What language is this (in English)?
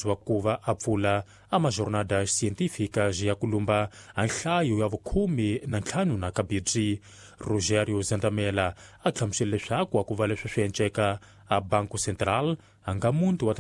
Tsonga